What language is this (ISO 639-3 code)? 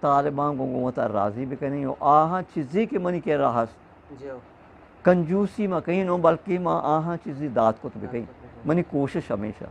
bgp